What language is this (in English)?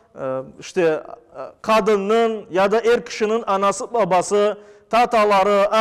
Crimean Tatar